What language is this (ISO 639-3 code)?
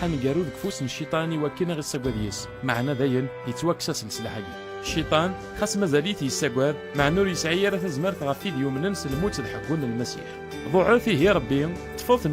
kab